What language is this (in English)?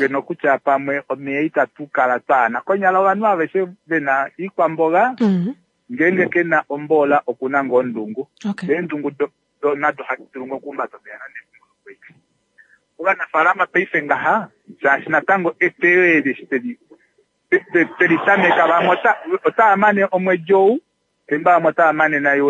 Kuanyama